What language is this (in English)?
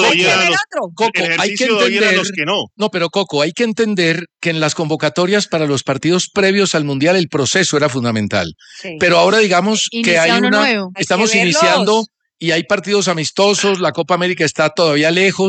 Spanish